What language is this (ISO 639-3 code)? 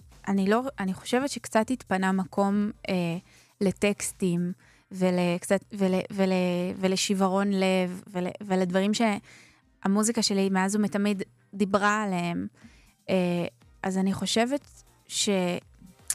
heb